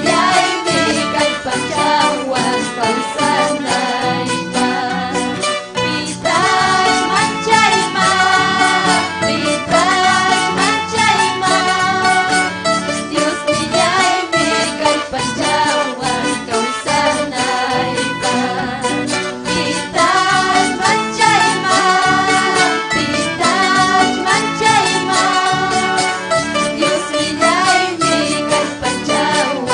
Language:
Ayacucho Quechua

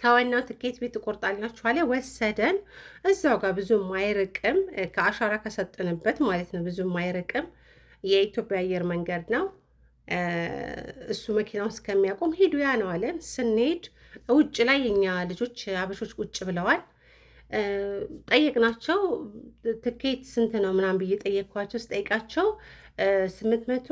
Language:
Amharic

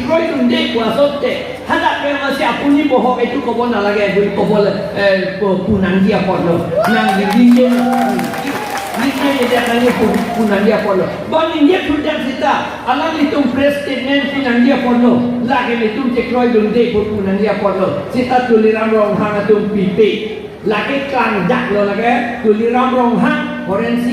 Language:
Karbi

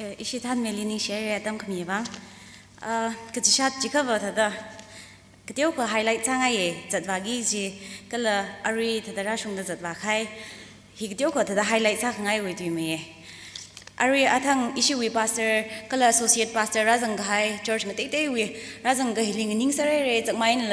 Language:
Tangkhul Naga (India)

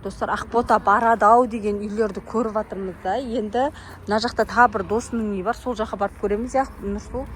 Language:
Kazakh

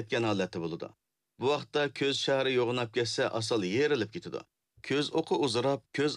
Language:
Uyghur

